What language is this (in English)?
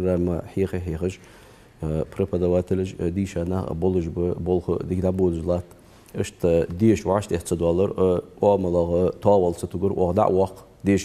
Ingush